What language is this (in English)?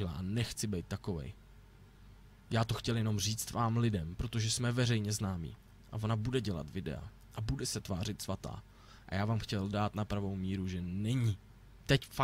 Czech